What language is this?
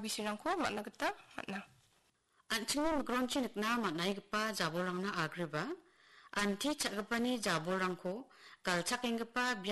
Garo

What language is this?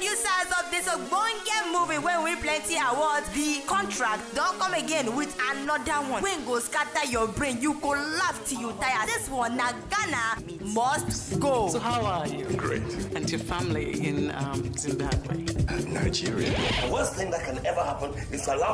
Nigerian Pidgin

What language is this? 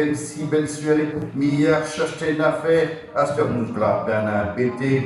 Picard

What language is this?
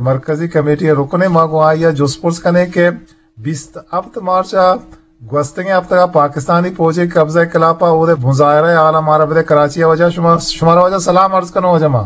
Eastern Balochi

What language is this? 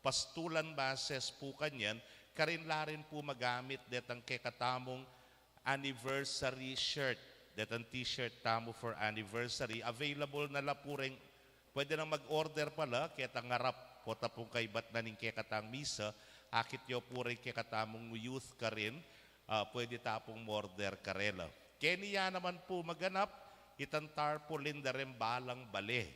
Pampanga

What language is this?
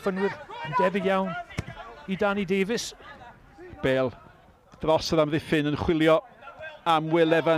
Welsh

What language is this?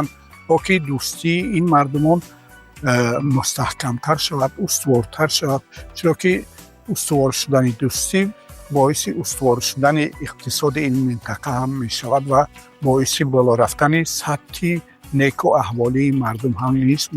Tajik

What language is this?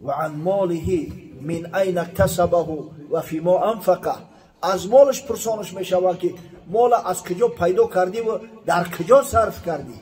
Tajik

